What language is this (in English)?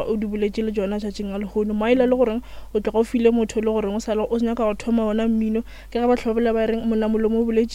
Northern Sotho